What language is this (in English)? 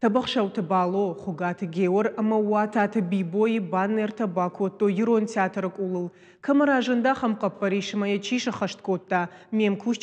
Ossetic